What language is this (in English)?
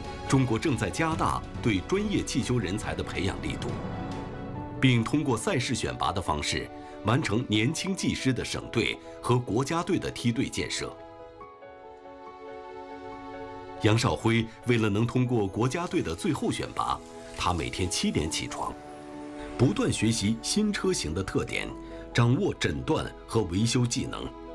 Chinese